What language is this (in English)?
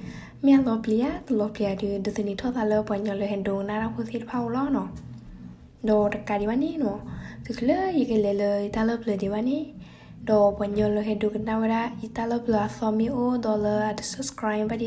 S'gaw Karen